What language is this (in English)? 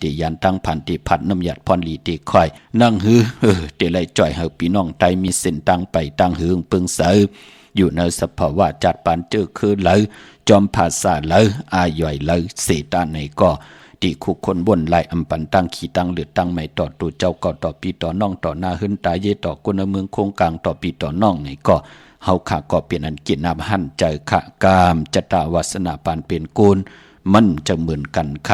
Shan